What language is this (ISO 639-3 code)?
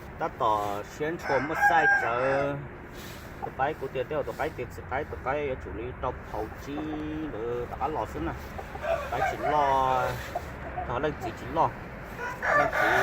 hmn